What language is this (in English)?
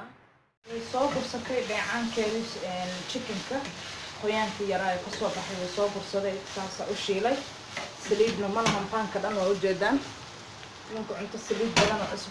Somali